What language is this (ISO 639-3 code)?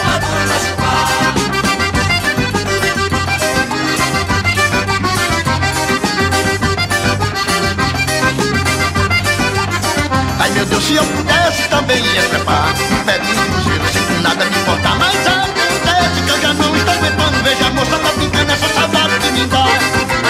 por